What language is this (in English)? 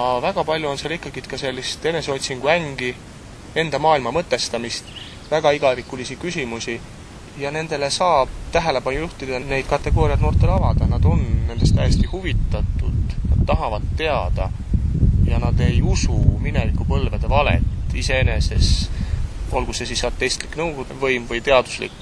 Estonian